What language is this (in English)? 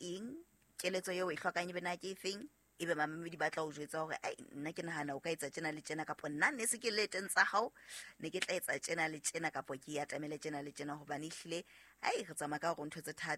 Southern Sotho